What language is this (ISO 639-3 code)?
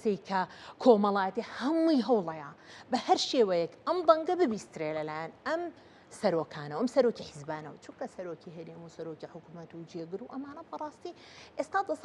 ckb